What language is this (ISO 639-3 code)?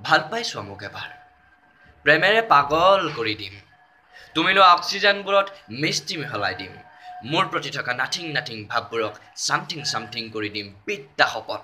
asm